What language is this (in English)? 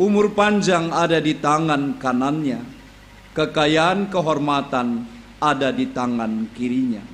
Batak Karo